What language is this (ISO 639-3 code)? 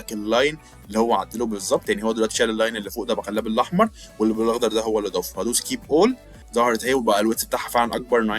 arz